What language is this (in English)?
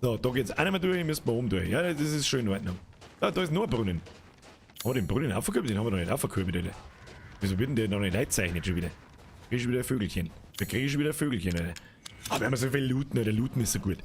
Bavarian